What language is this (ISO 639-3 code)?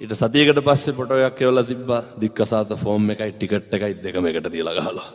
sin